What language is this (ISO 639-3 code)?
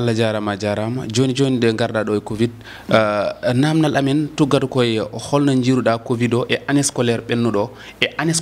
ful